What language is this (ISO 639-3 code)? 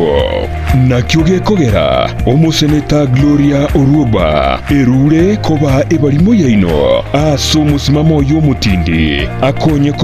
guz